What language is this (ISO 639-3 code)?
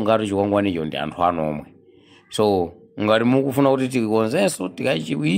nya